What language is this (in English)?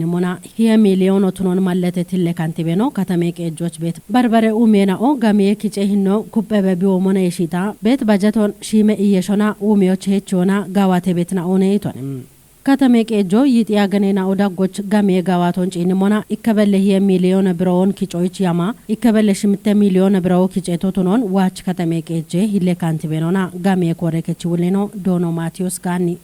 Kafa